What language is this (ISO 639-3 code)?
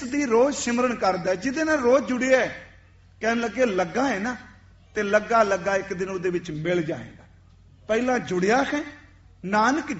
pan